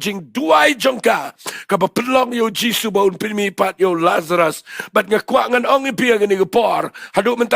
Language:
Khasi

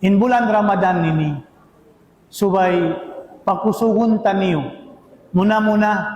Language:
Tausug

